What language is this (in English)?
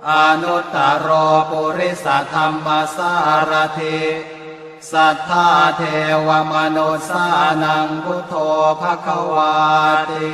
Pali